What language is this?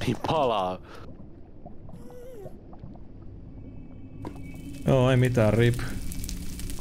Finnish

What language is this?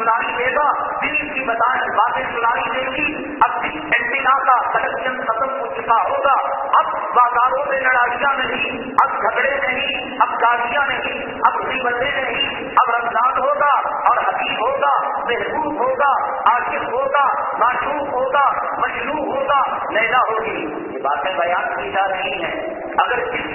Urdu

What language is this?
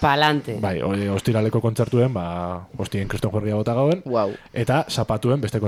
Basque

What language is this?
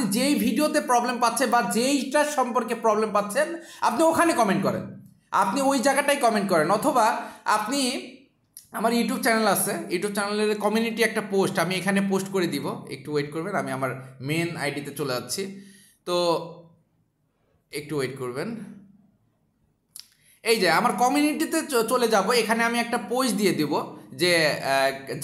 Bangla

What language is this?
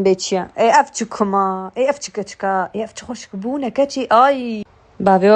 Kurdish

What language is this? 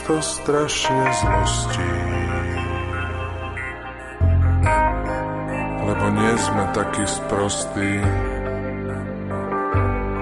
Slovak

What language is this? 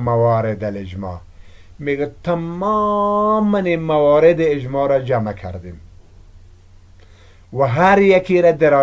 Persian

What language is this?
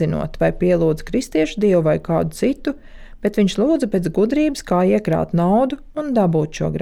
Latvian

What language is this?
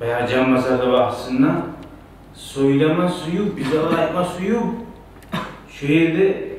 Kumyk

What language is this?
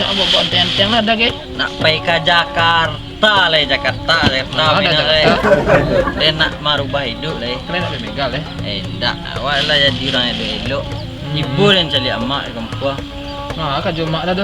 Minangkabau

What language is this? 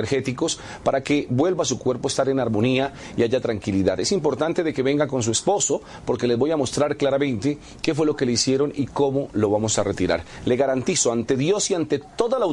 Spanish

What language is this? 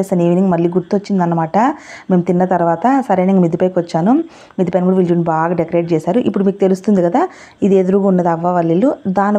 Telugu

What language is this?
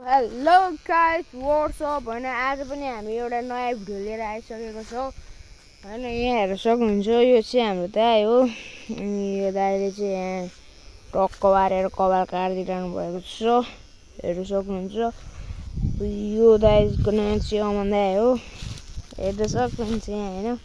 Nepali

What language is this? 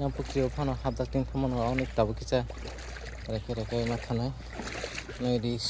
Kok Borok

